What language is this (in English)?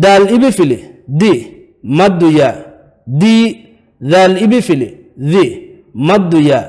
Divehi